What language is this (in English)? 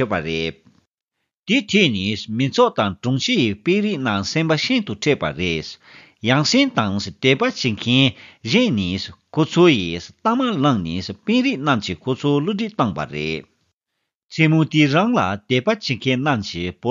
Tibetan